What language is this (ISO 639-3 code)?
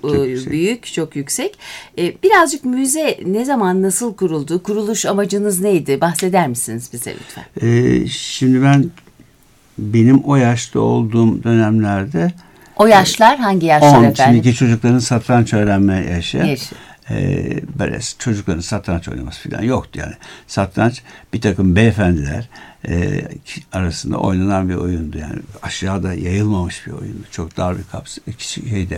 tur